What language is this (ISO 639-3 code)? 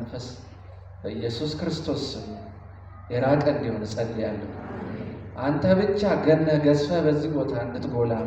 amh